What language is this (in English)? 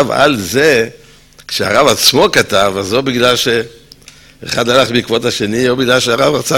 Hebrew